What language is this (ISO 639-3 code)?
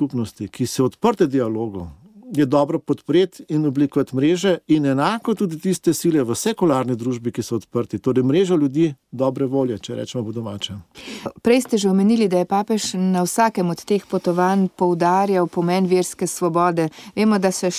slv